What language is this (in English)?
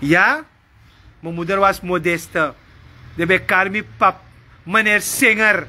Sranan Tongo